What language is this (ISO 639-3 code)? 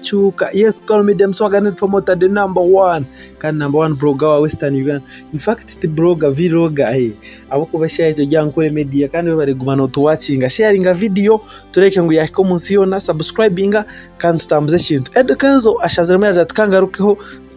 nyn